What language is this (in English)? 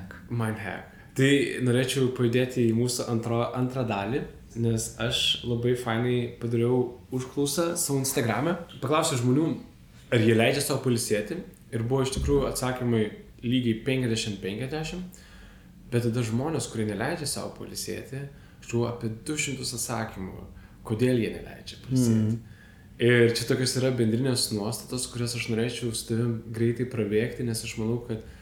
Lithuanian